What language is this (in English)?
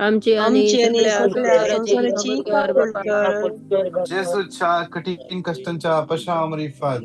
Konkani